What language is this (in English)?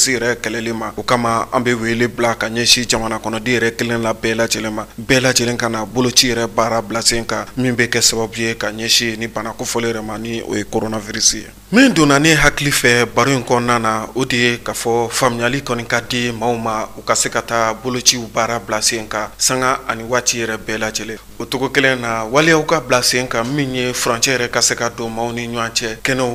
Bambara